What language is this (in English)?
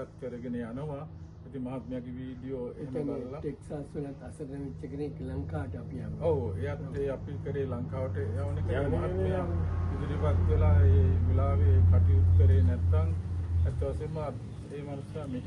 Sinhala